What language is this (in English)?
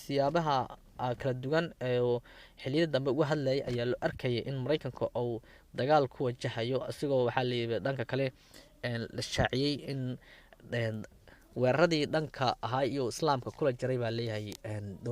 Somali